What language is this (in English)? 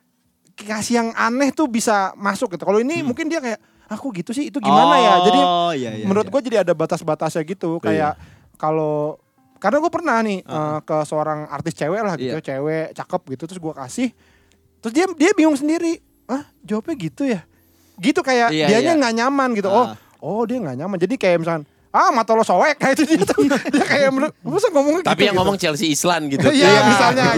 Indonesian